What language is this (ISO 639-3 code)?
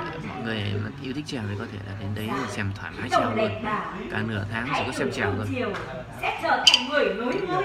vie